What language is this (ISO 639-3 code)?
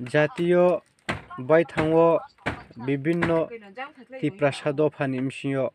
ria